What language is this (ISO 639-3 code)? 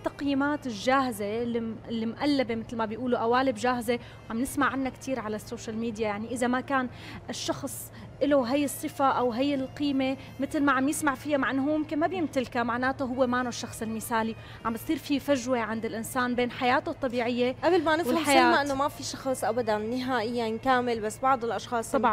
apc